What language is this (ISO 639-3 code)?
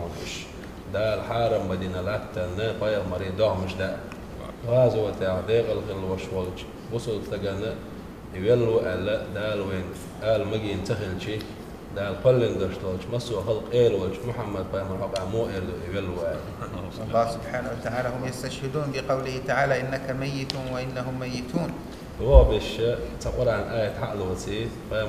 che